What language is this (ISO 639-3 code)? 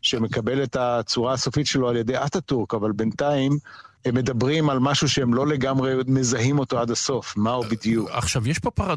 heb